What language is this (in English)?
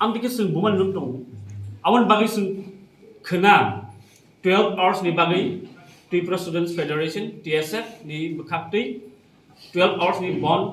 Kok Borok